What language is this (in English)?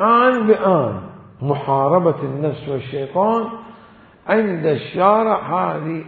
Mesopotamian Arabic